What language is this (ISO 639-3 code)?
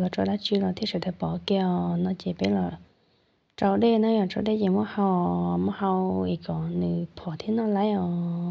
hmn